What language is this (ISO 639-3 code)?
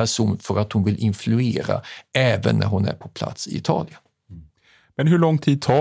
swe